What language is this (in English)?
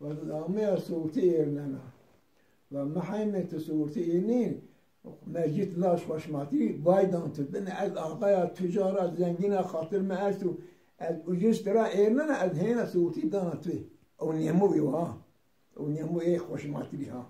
Zaza